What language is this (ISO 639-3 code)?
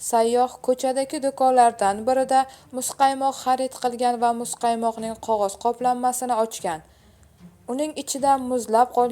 uzb